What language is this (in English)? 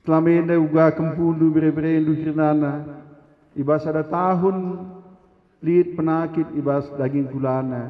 Batak Karo